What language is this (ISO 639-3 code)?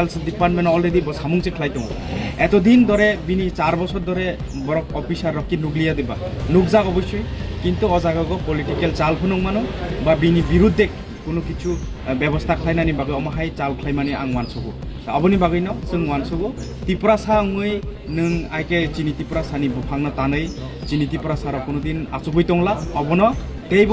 trp